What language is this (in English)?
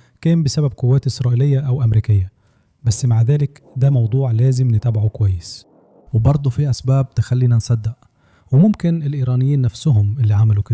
Egyptian Arabic